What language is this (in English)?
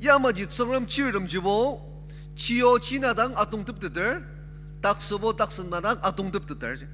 Ao Naga